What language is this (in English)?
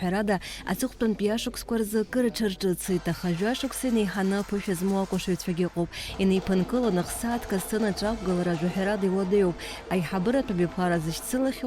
Abkhazian